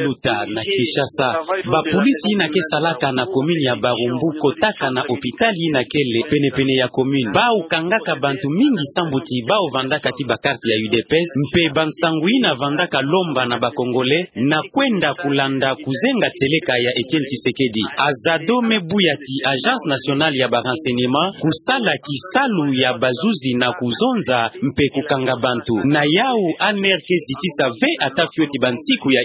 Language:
Kituba (Democratic Republic of Congo)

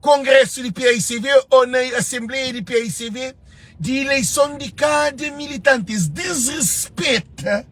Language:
Kabuverdianu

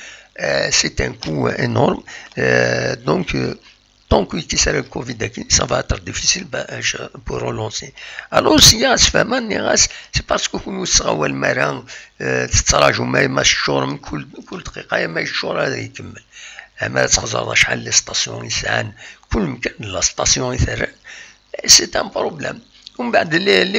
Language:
Kabyle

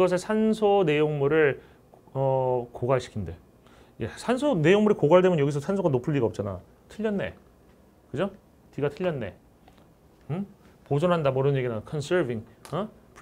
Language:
Korean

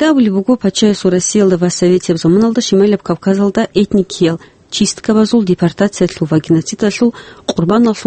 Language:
Avaric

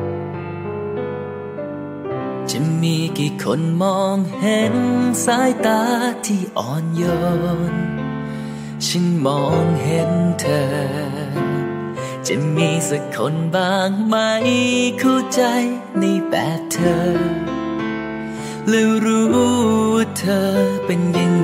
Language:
Thai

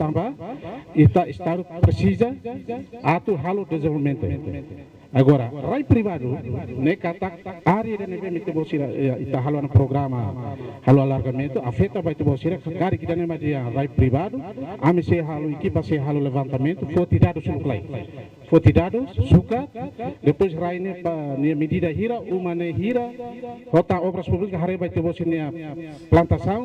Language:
Tetum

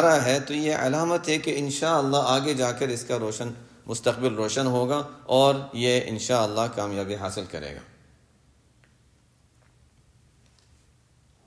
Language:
Urdu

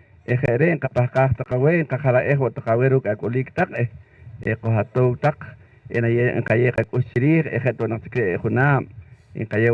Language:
Poqomchi'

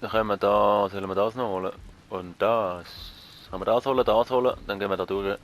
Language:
Swiss German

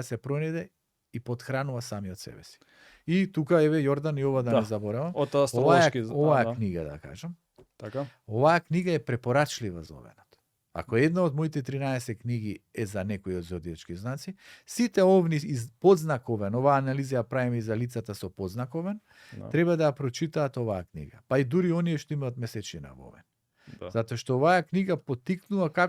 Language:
Macedonian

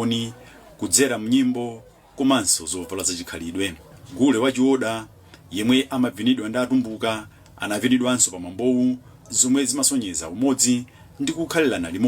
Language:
Nyanja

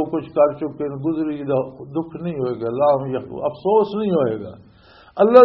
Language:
Western Panjabi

